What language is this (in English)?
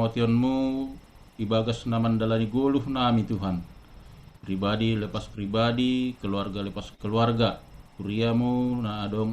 Batak Simalungun